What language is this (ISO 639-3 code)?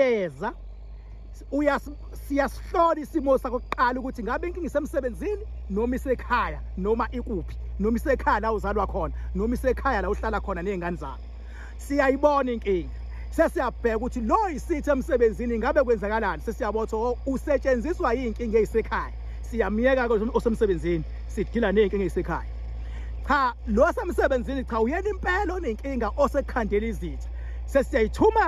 zul